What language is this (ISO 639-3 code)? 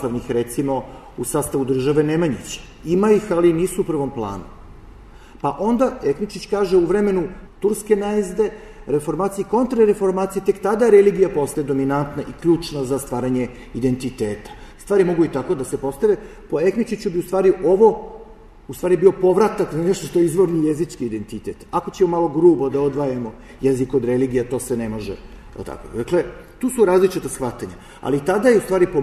srp